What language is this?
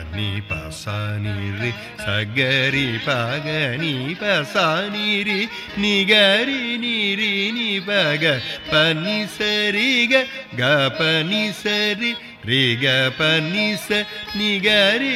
Tamil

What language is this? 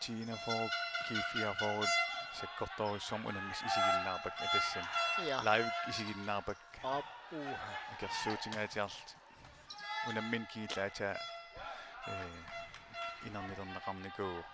Kalaallisut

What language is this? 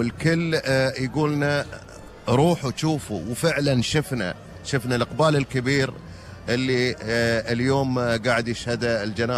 Gulf Arabic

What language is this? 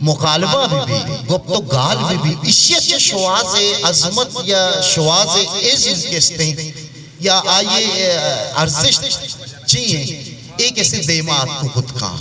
Eastern Balochi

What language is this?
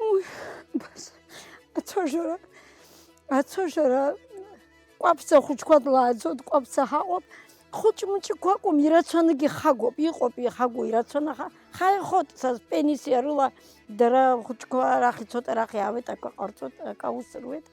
Abkhazian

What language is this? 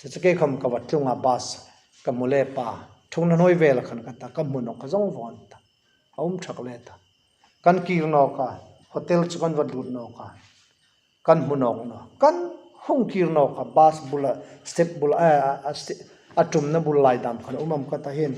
Hmar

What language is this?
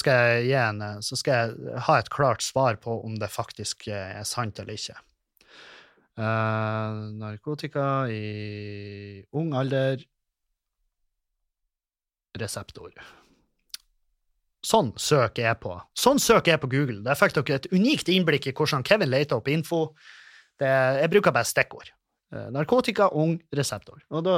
Norwegian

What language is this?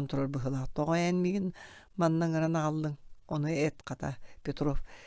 Yakut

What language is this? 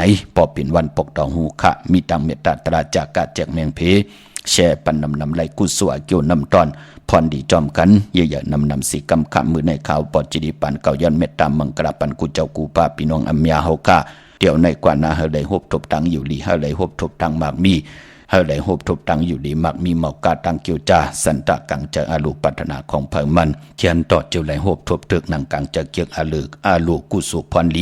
Shan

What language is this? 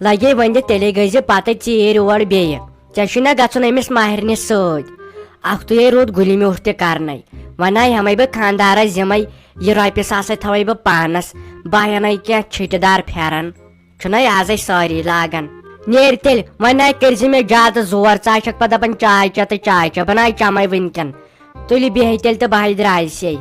Kashmiri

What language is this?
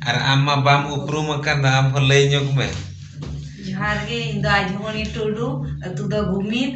Santali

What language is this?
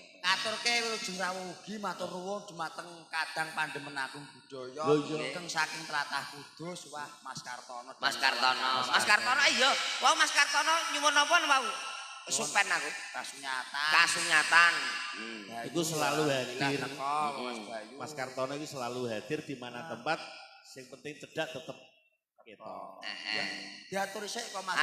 Javanese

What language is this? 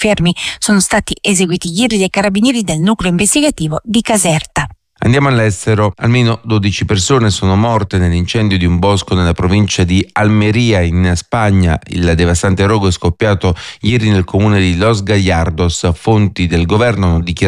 Italian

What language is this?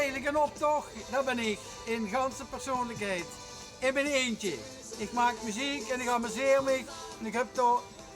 Limburgish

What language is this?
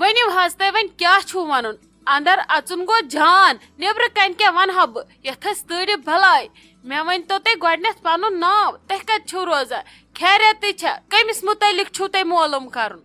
Kashmiri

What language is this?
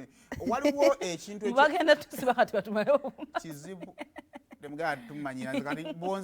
Ganda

